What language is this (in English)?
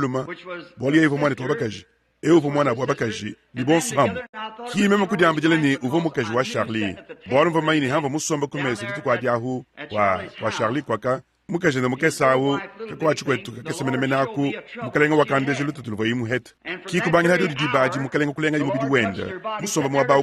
Luba-Lulua